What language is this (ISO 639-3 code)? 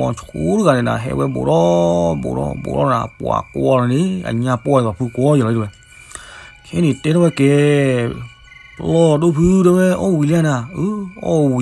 ksw